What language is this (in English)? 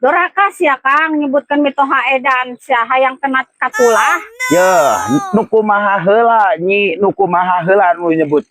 Sundanese